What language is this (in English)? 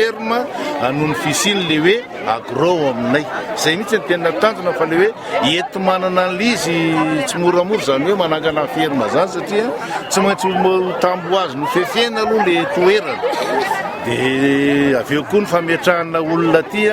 Malagasy